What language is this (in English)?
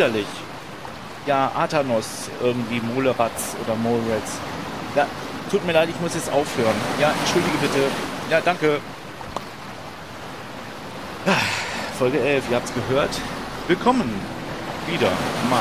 German